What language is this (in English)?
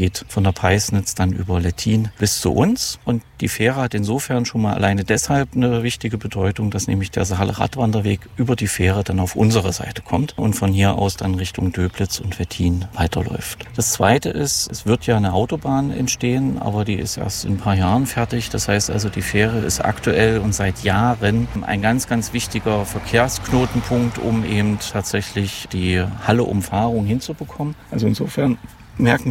German